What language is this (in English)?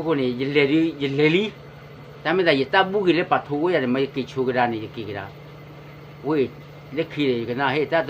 S'gaw Karen